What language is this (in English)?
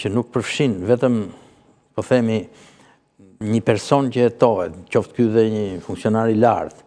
Albanian